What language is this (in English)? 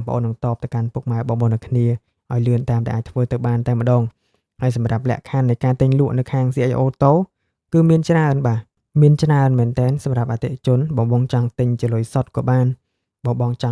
Khmer